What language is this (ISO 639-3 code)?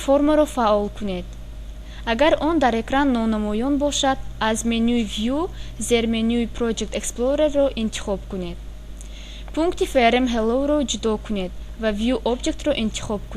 tgk